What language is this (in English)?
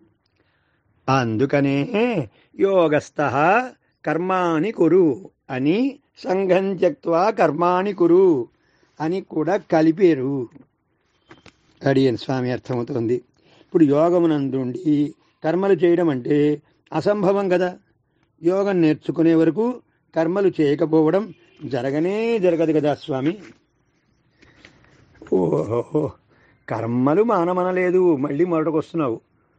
Telugu